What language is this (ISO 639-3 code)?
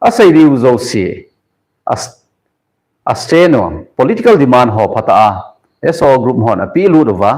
tcz